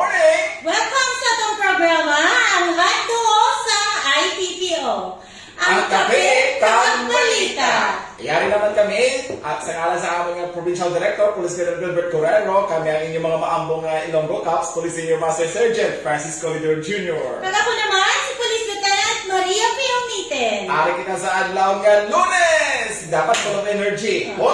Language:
Hiligaynon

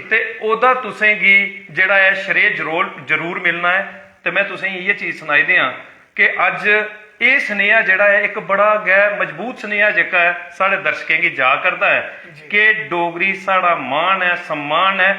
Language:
Dogri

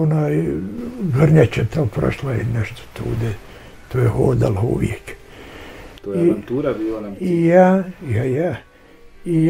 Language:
Bosnian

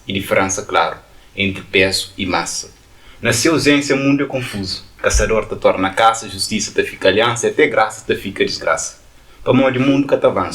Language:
Kabuverdianu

